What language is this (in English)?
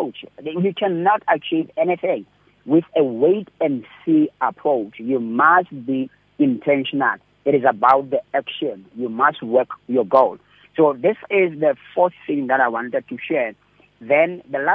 English